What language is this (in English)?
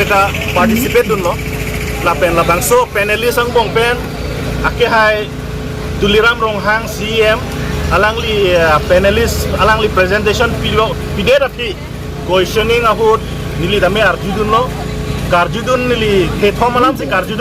Karbi